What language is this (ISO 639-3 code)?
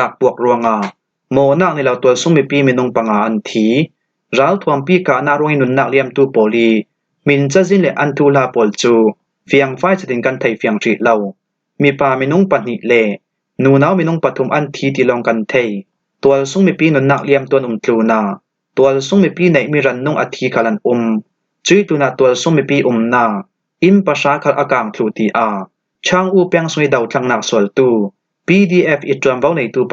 cfm